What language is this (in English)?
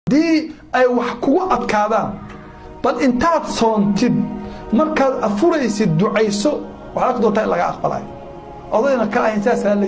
Somali